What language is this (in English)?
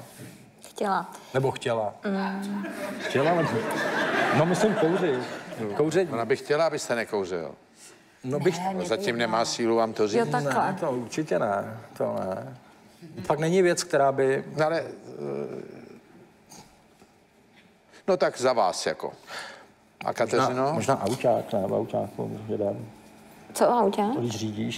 Czech